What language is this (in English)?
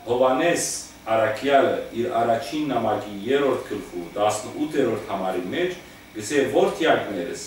Western Armenian